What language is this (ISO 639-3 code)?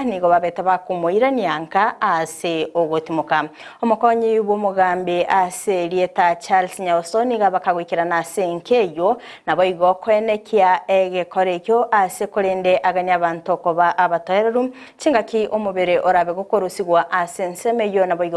guz